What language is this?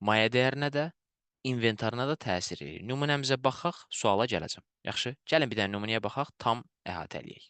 Azerbaijani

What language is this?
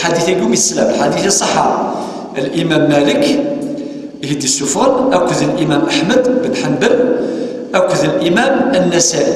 Kabyle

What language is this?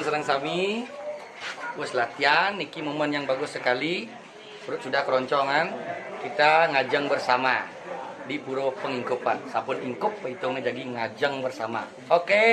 Balinese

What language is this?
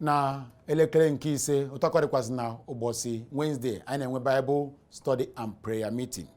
Igbo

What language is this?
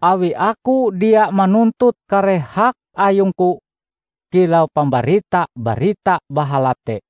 Ngaju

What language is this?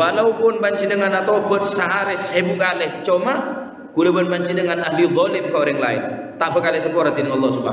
Madurese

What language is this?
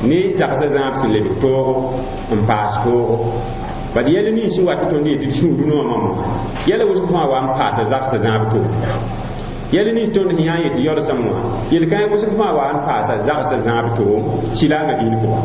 Mossi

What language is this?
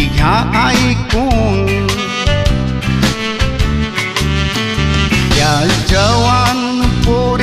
Marathi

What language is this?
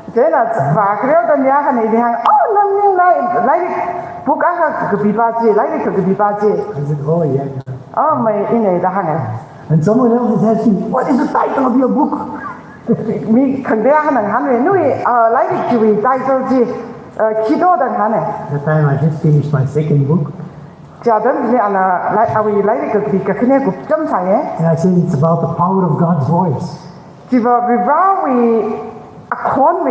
Tangkhul Naga (India)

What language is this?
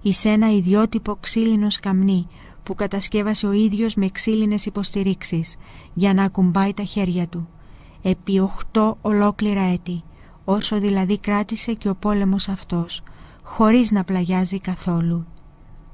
Greek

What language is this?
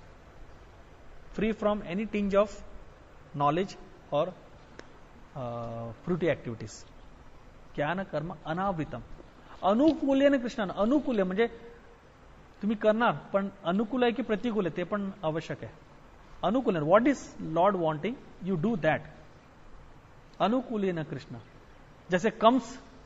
Marathi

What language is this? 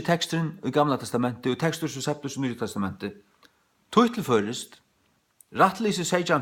Faroese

